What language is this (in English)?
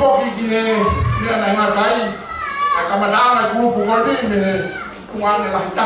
Tongan